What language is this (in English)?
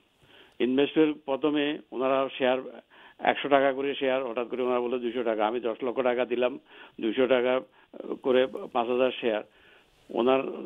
Bangla